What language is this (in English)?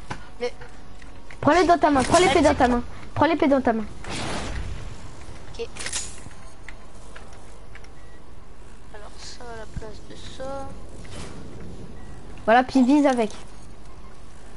French